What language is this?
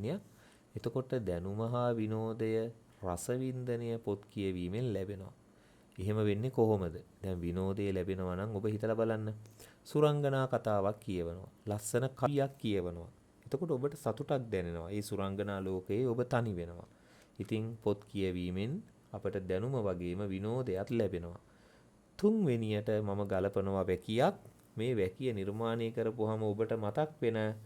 Sinhala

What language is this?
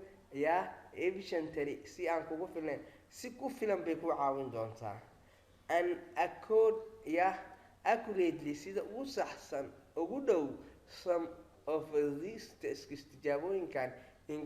Somali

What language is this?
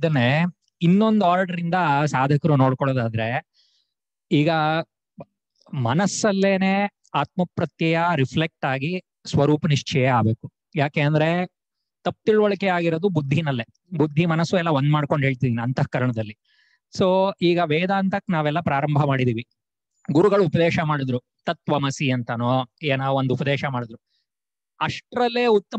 Kannada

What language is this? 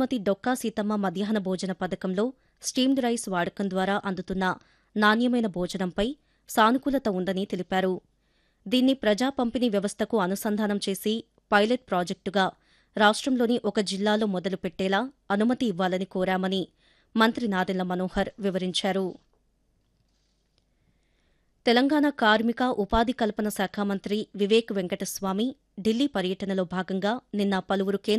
Telugu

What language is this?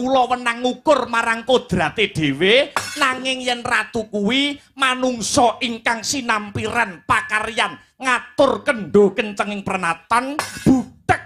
Javanese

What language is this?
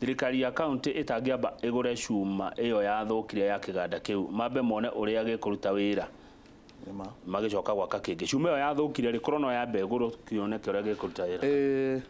Kikuyu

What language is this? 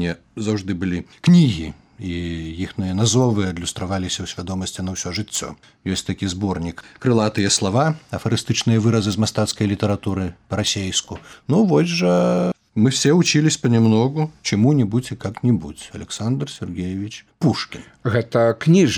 Belarusian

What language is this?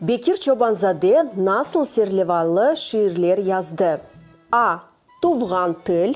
Crimean Tatar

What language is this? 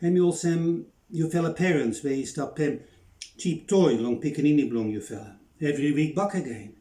Bislama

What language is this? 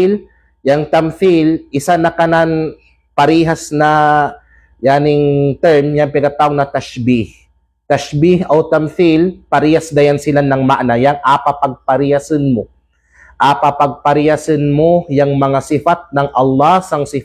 Kalagan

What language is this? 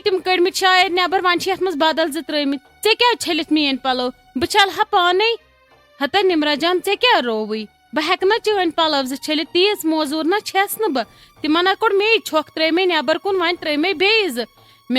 Kashmiri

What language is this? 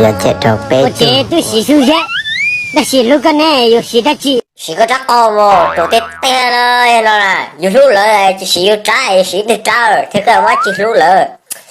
Hmong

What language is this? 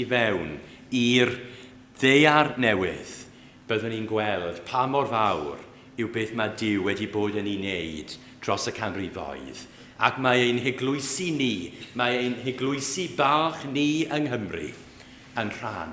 Welsh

